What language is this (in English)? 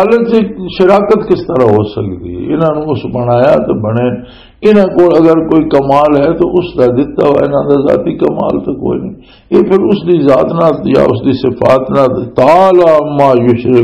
Western Panjabi